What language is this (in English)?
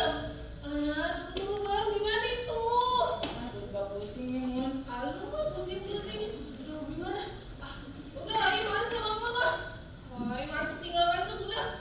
Betawi